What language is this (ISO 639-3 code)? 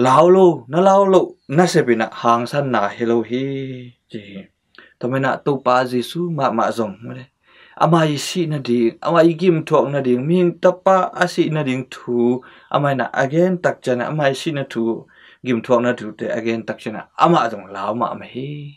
ctd